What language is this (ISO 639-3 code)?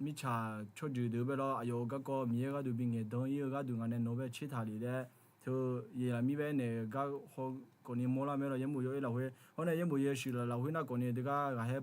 ahk